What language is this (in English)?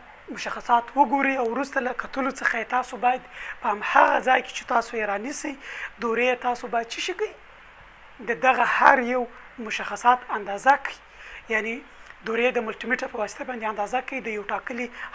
Pashto